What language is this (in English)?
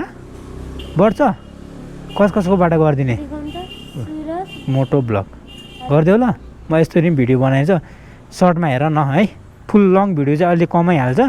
Nepali